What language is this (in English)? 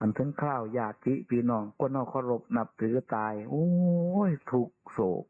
Northeastern Thai